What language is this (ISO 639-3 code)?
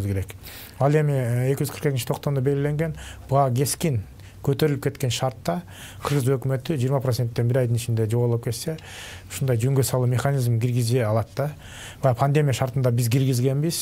kir